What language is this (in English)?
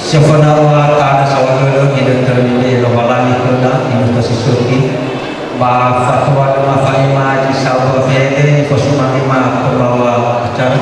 Nias